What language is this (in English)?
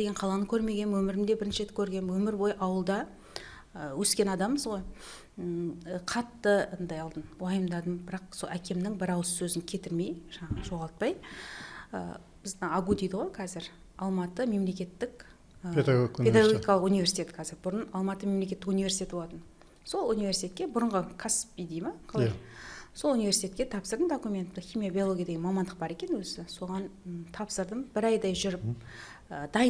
Kazakh